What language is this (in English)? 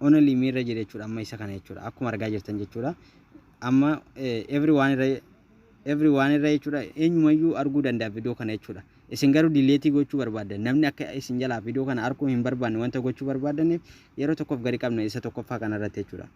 Oromo